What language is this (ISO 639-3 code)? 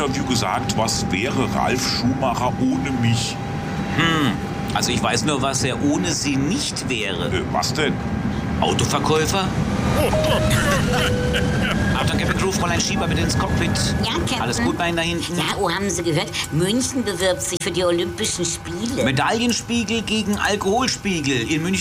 deu